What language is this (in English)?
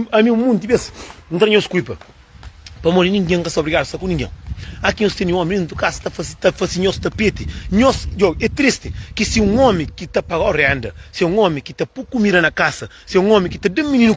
Kabuverdianu